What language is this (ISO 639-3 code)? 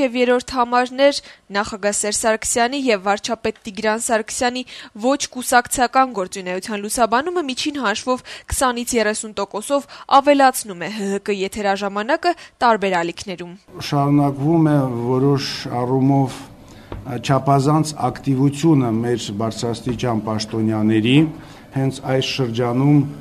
hye